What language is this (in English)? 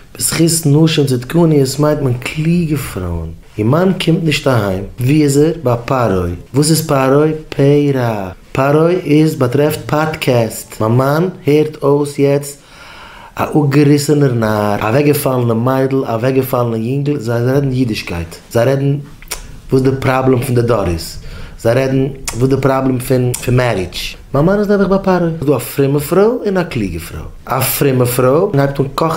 Yiddish